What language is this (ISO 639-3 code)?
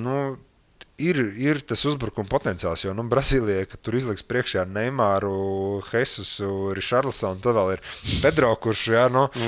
lav